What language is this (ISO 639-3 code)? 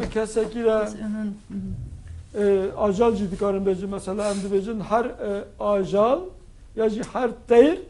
kur